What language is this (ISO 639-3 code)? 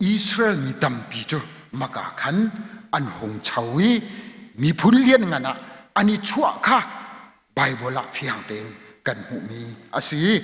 cnh